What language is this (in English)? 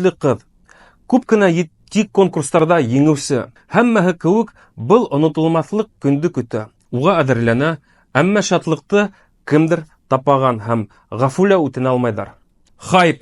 Bashkir